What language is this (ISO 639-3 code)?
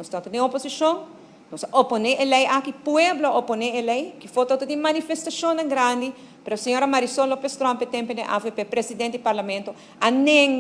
pap